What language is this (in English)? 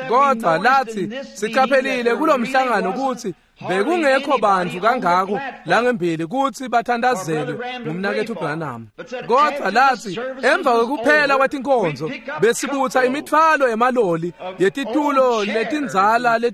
Swati